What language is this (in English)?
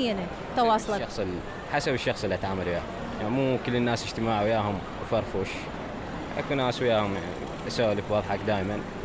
Mesopotamian Arabic